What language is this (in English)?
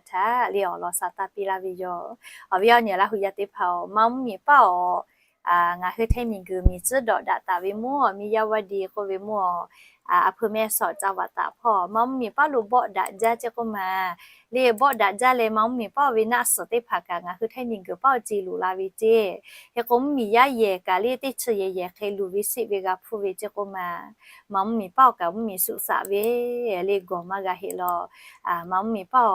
Lahu